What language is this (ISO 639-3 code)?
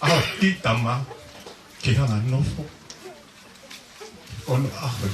ton